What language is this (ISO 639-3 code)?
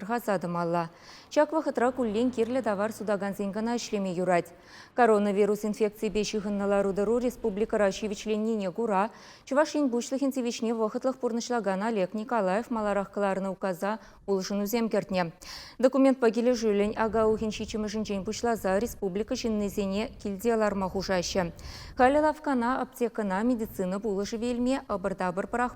chv